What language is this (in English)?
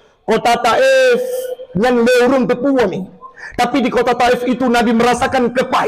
Achinese